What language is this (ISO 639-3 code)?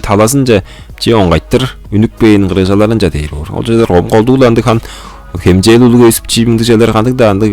tyv